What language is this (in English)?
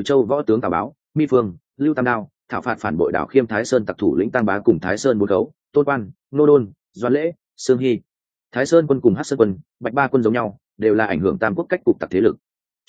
Vietnamese